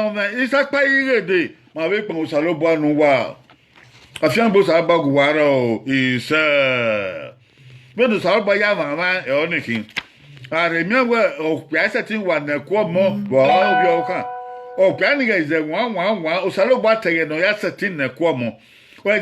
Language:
Bini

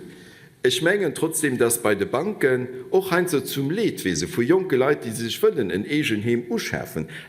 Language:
Luxembourgish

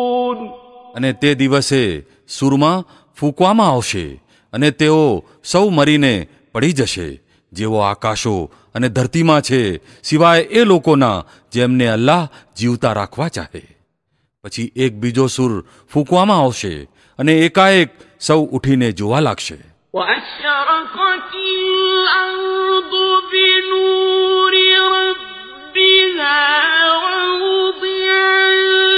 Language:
Gujarati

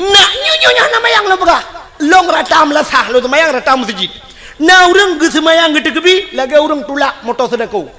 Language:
Achinese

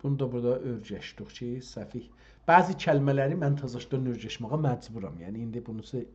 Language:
South Azerbaijani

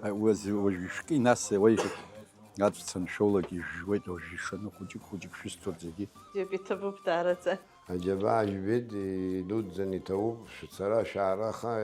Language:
Abkhazian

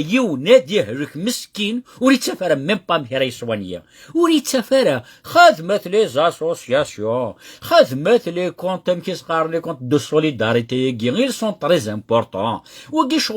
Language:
Kabyle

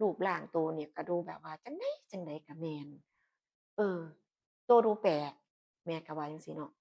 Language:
Northeastern Thai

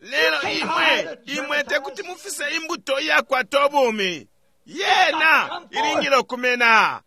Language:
Bemba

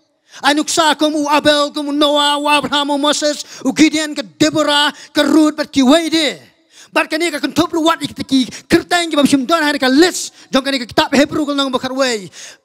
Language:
Khasi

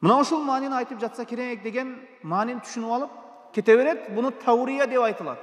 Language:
Kyrgyz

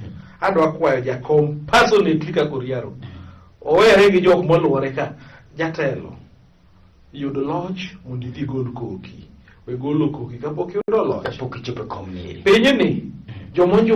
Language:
Luo (Kenya and Tanzania)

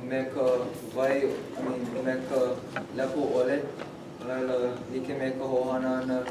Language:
Hawaiian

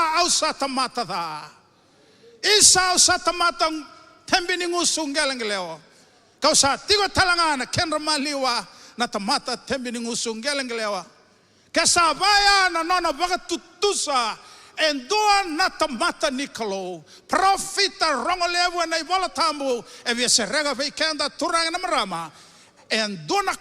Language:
Fijian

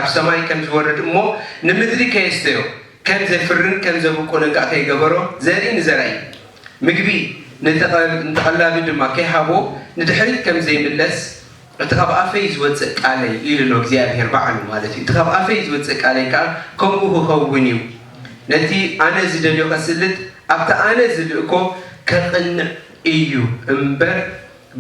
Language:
Tigrinya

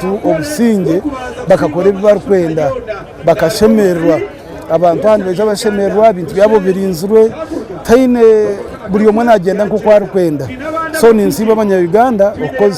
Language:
Nyankole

